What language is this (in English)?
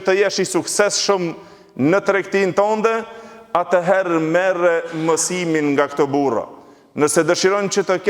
Albanian